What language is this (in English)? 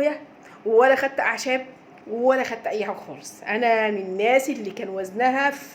Egyptian Arabic